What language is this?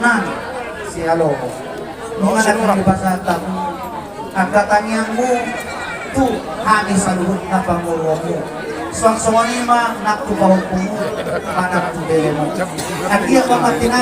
Batak Toba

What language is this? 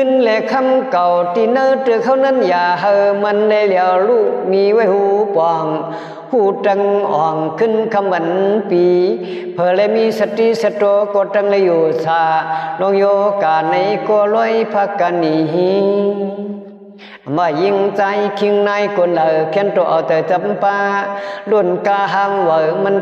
Shan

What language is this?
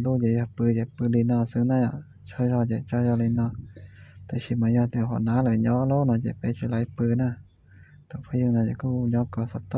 Hmong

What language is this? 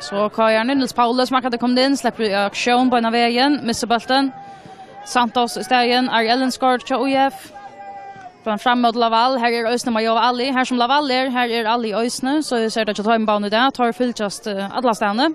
Faroese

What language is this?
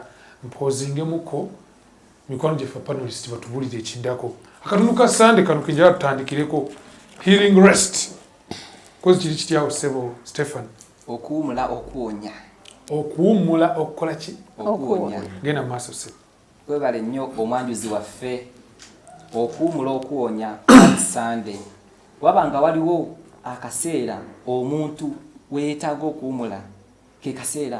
Ganda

